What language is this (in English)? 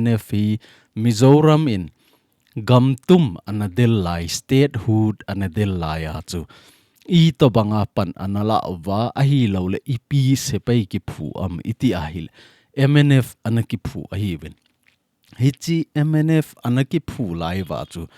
Thado Chin